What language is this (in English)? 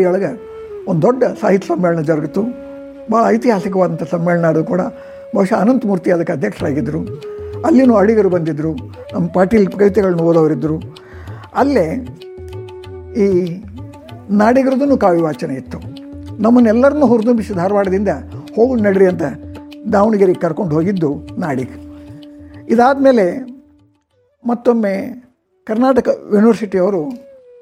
Kannada